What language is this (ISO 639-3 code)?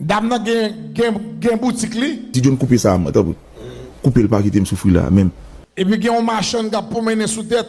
hat